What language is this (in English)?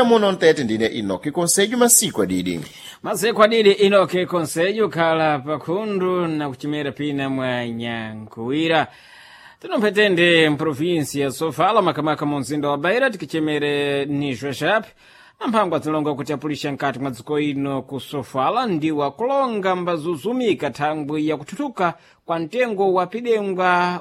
Sena